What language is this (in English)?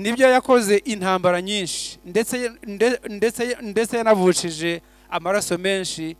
Kinyarwanda